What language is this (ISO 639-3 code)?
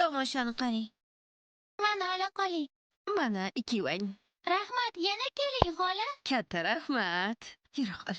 uzb